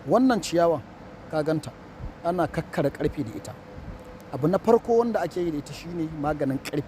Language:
Hausa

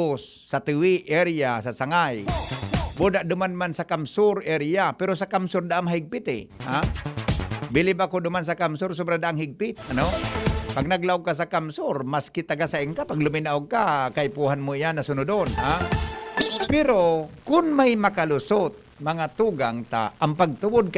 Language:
Bikol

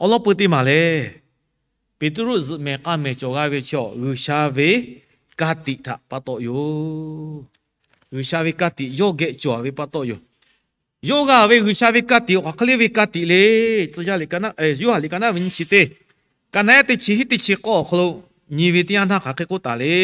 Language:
Lahu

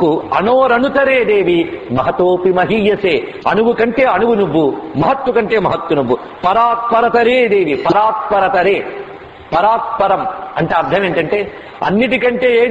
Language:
Telugu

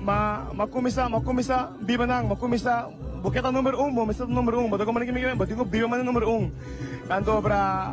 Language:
Papiamento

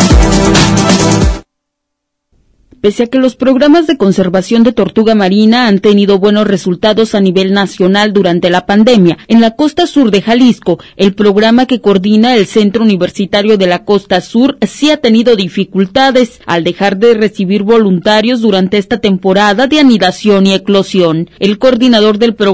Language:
Spanish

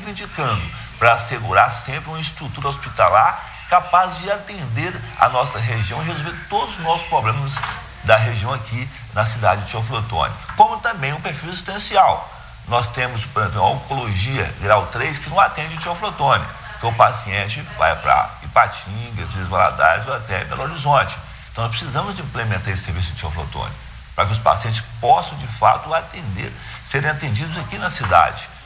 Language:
Portuguese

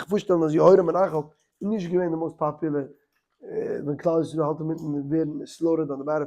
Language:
Yiddish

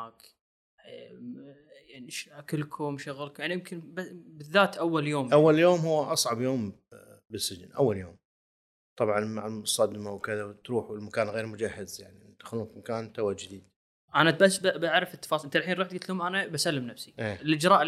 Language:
Gulf Arabic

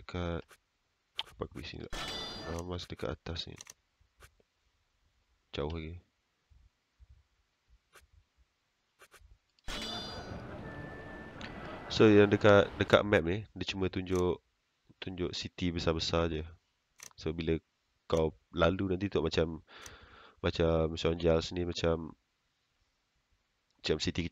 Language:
Malay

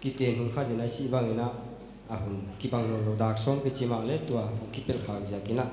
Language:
Paite Chin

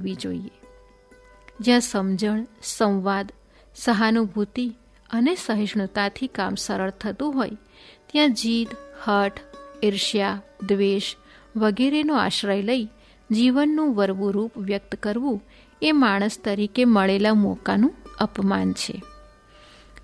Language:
Gujarati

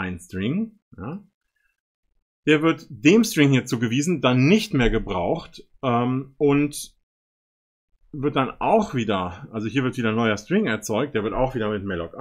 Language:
German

